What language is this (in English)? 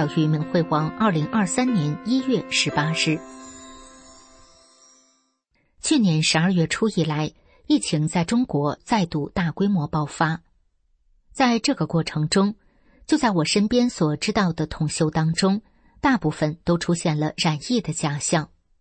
Chinese